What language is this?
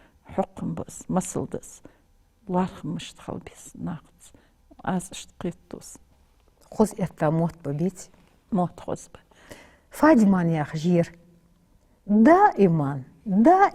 Ingush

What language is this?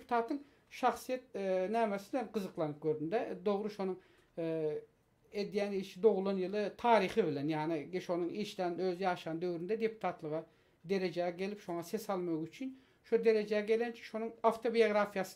Turkmen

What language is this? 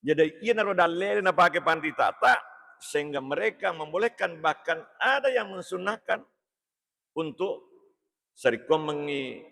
Buginese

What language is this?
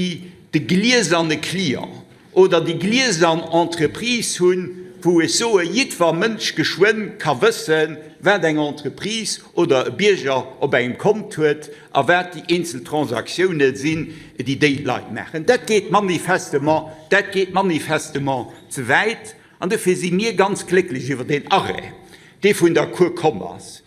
Luxembourgish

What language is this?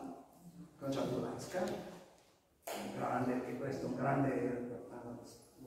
Italian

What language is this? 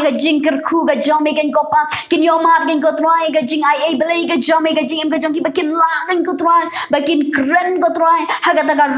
Khasi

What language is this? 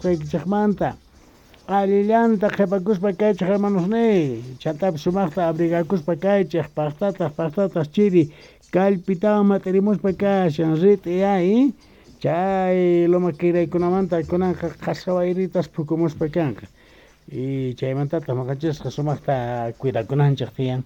South Bolivian Quechua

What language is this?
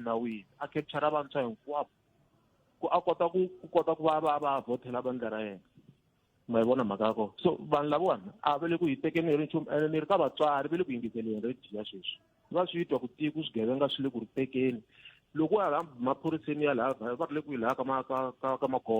Tsonga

